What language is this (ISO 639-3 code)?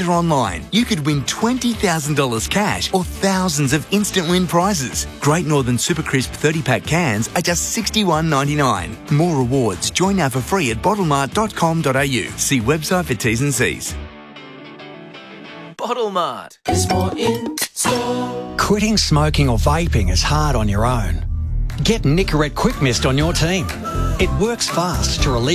eng